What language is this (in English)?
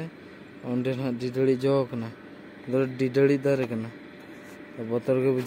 Santali